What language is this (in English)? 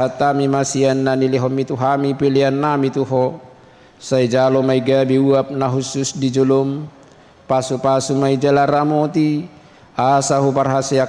Batak Toba